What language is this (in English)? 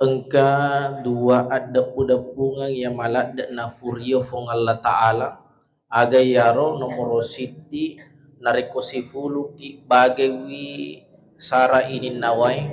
Buginese